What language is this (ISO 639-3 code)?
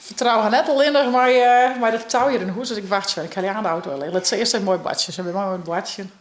fry